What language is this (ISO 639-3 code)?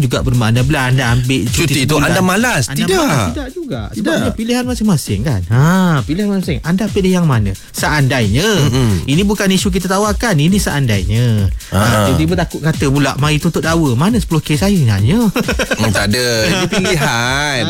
msa